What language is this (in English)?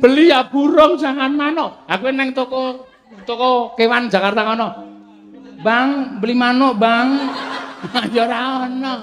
Javanese